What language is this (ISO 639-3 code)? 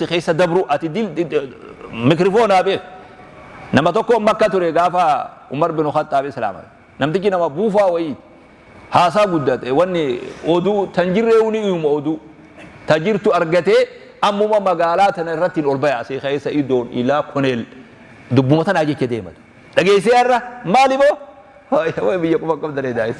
orm